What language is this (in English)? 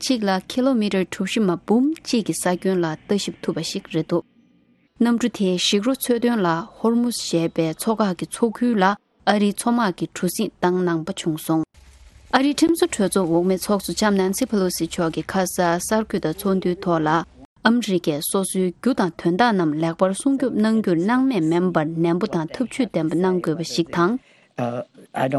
Tibetan